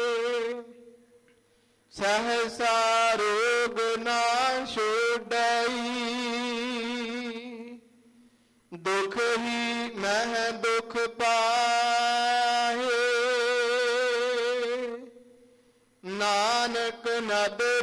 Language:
Punjabi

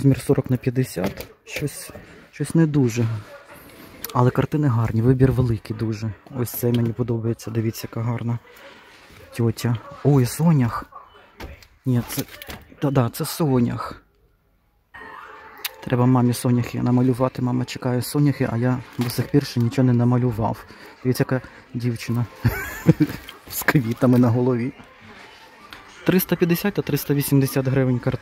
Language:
Ukrainian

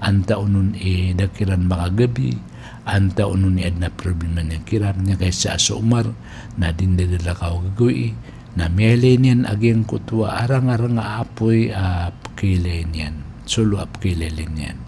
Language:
Maranao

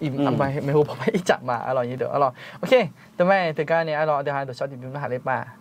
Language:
Akha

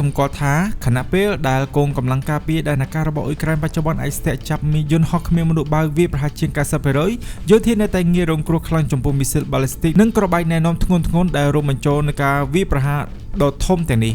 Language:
Khmer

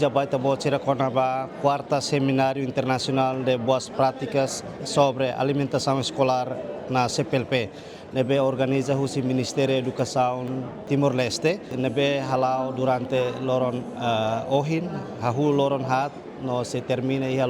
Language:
Tetum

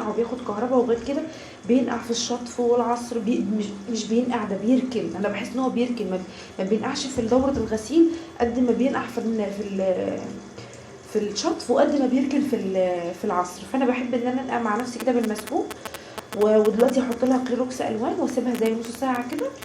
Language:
Egyptian Arabic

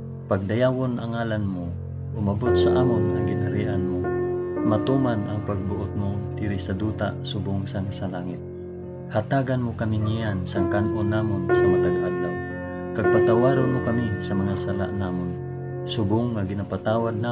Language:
Hiligaynon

